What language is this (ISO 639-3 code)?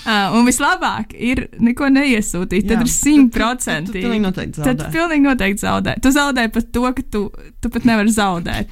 lav